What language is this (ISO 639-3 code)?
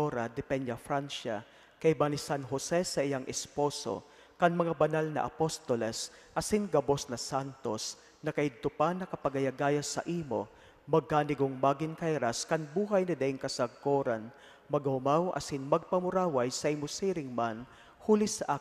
bik